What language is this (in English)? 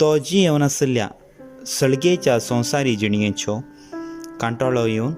Konkani